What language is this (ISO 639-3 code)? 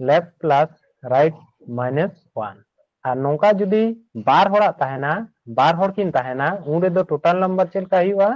sat